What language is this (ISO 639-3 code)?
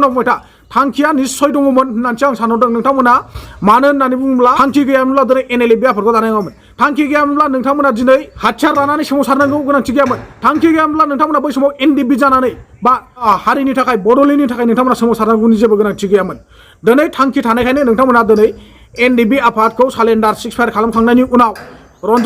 brx